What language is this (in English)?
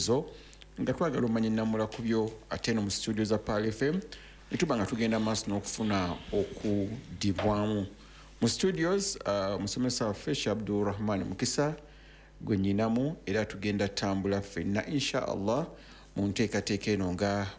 Ganda